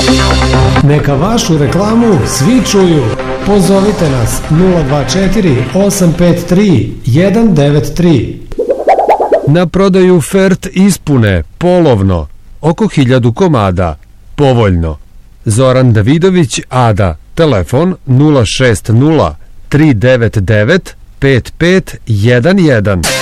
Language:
Serbian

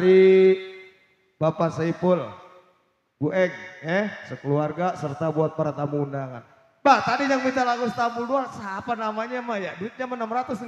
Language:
Betawi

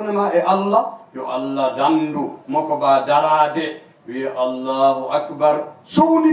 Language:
Fula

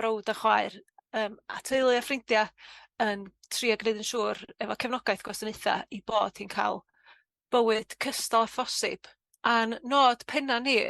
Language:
Welsh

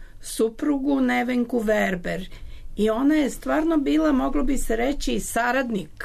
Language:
Serbian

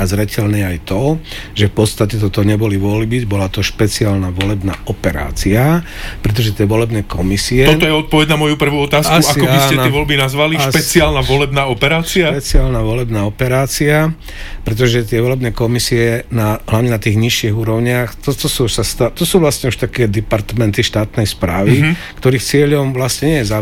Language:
Slovak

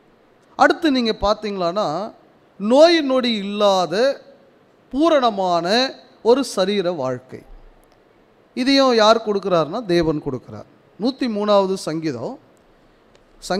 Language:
Tamil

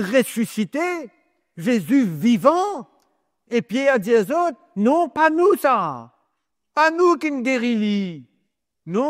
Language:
Morisyen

